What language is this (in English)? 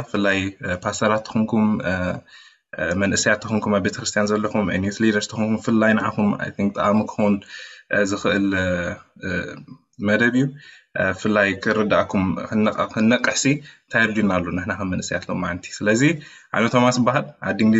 Tigrinya